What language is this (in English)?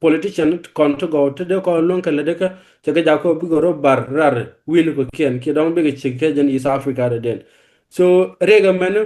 Nuer